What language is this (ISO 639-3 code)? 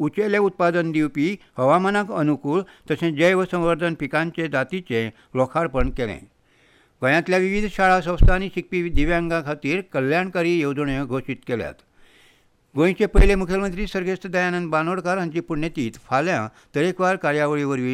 kok